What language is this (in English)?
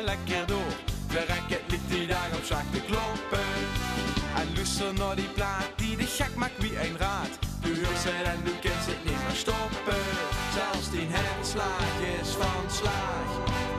Limburgish